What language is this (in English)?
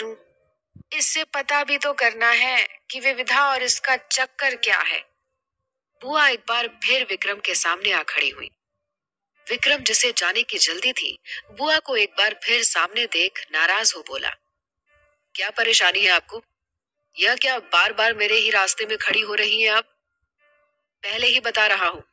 Hindi